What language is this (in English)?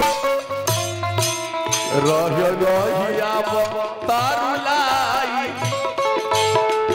Bhojpuri